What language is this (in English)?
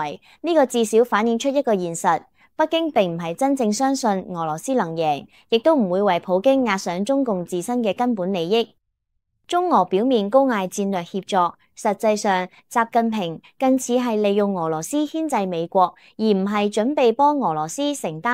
Cantonese